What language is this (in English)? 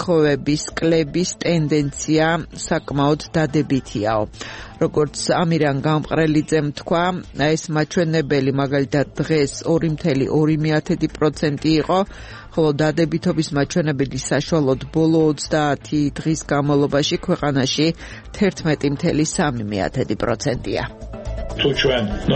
Georgian